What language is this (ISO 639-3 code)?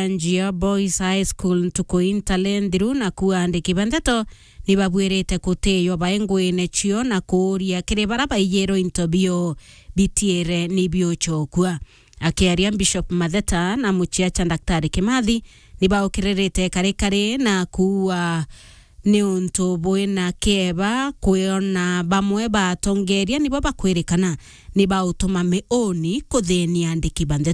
mer